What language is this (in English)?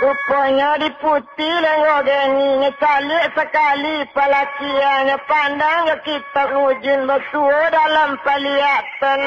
Minangkabau